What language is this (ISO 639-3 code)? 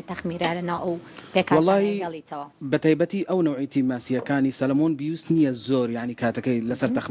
ckb